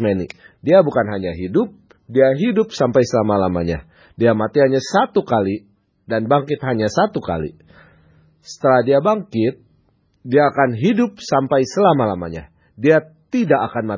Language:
Indonesian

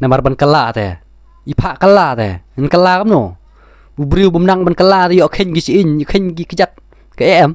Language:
Khasi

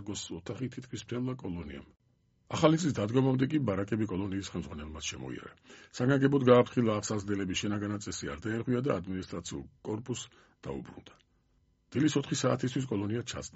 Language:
Georgian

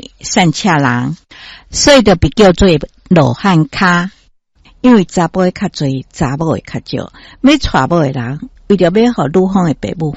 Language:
Min Nan Chinese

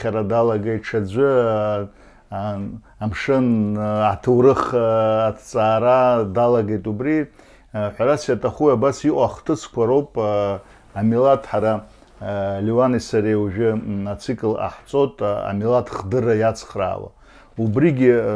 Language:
Abkhazian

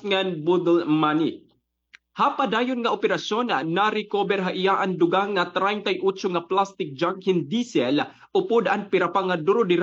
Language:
Waray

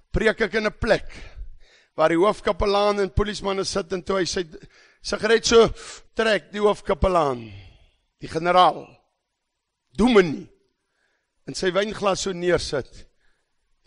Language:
Afrikaans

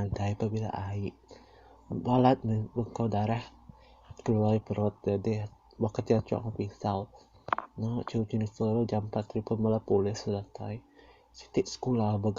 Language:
Iban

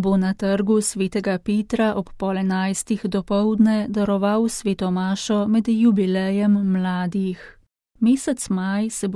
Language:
Slovenian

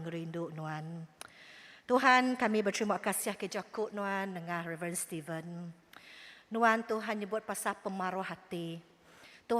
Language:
Iban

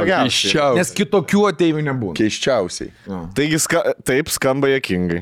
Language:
Lithuanian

